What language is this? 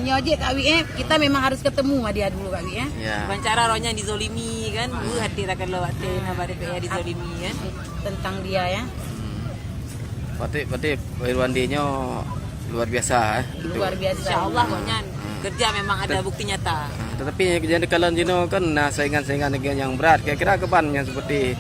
Achinese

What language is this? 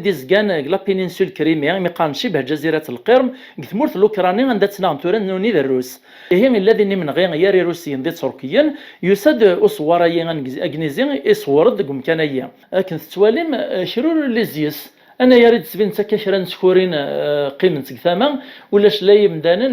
Kabyle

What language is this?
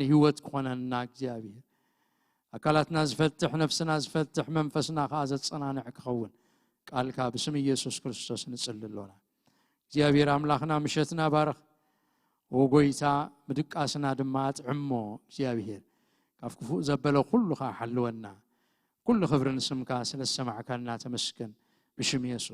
Tigrinya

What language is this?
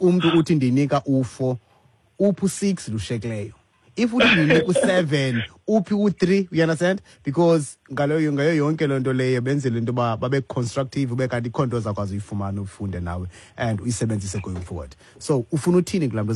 Xhosa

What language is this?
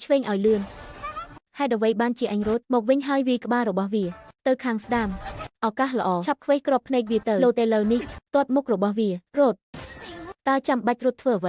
Khmer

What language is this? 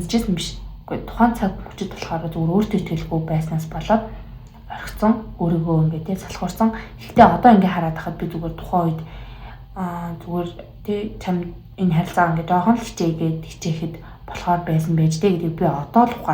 Mongolian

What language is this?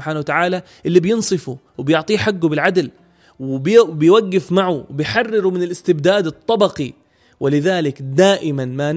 North Levantine Arabic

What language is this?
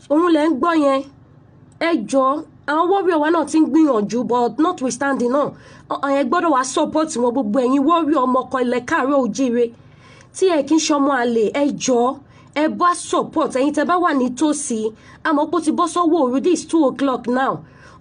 Yoruba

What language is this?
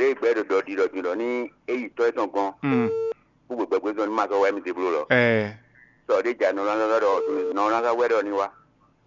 Fon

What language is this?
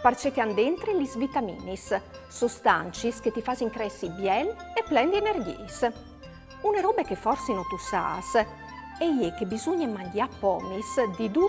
Friulian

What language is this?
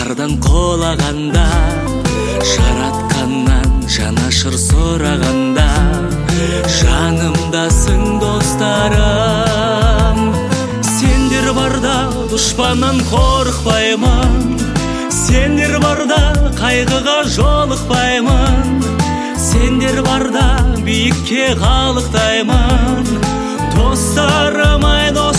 Kazakh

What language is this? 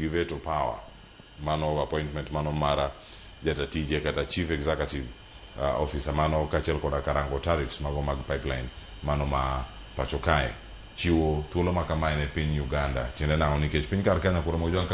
Luo (Kenya and Tanzania)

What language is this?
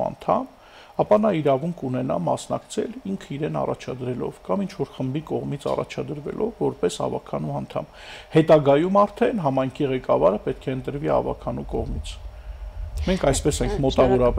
Armenian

